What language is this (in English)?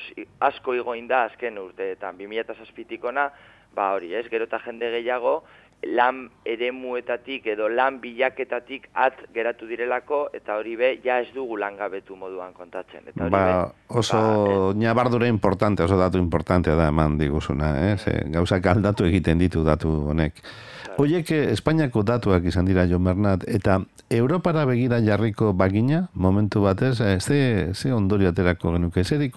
Basque